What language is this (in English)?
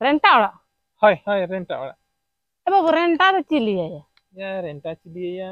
Santali